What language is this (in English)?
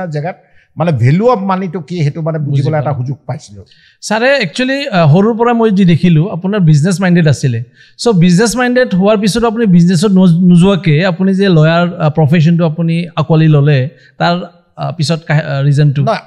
Assamese